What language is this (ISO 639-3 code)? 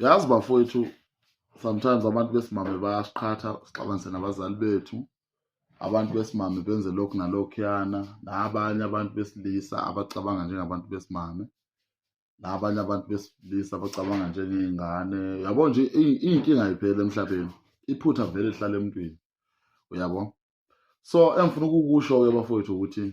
zul